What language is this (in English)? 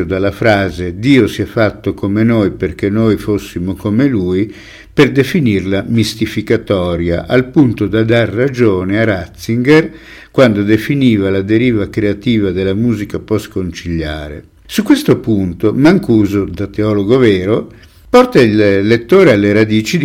Italian